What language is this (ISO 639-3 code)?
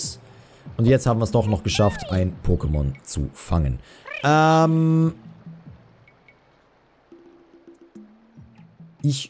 deu